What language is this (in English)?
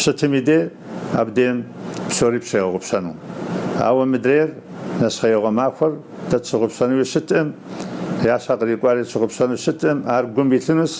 Kabardian